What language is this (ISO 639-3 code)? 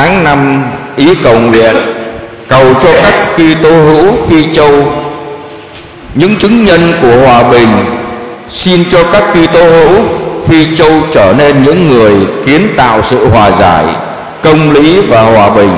vie